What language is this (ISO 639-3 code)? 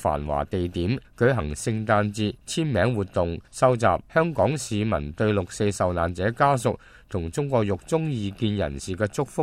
yue